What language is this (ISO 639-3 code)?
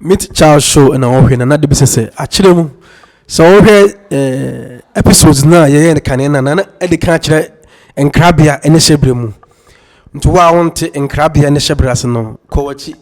aka